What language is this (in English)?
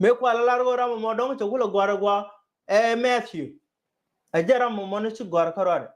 Nuer